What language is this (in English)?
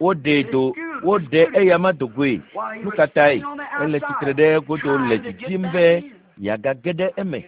Ewe